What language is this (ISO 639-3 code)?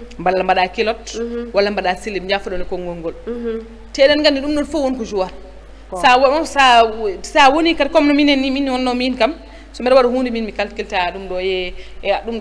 ful